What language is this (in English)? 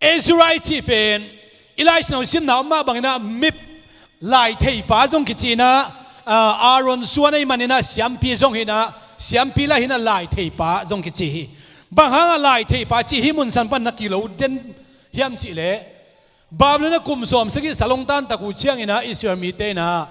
Tedim Chin